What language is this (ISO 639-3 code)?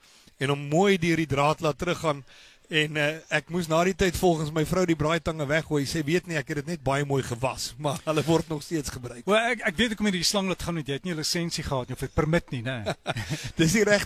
afr